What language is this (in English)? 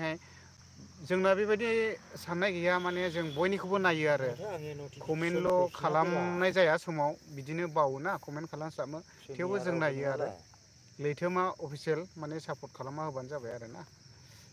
Bodo